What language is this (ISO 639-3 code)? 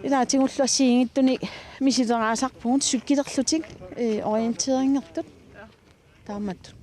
kal